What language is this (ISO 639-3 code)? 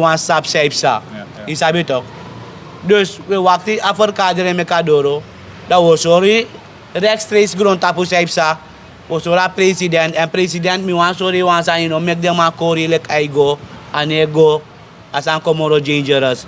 srn